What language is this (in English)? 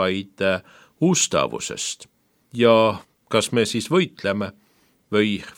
Estonian